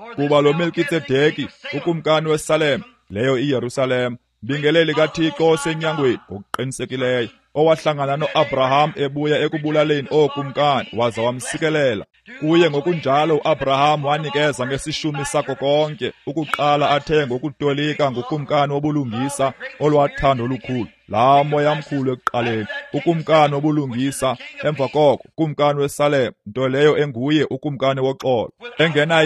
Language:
Xhosa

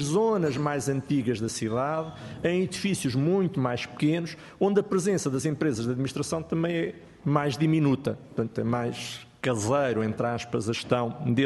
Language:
Portuguese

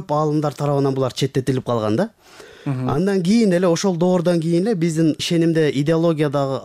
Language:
Kyrgyz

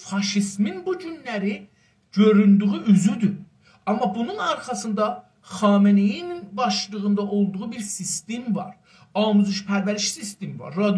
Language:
South Azerbaijani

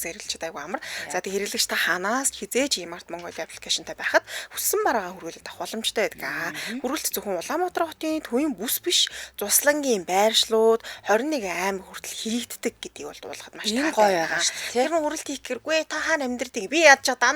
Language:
Mongolian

